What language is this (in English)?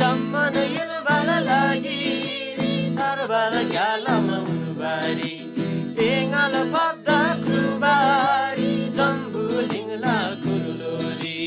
Eastern Tamang